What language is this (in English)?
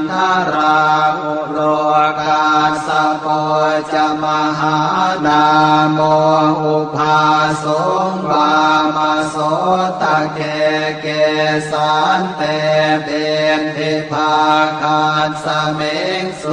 Pali